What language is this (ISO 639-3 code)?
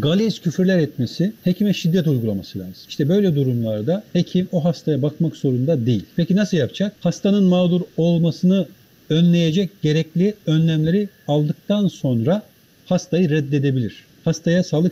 tur